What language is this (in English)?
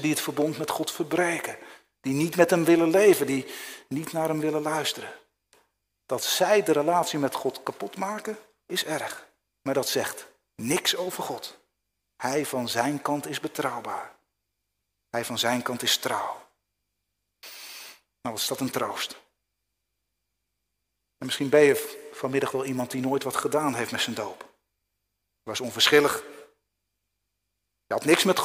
Dutch